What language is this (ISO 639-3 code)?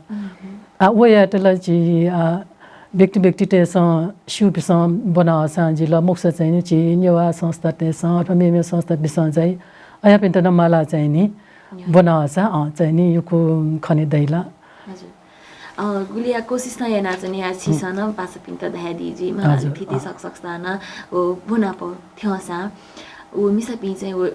new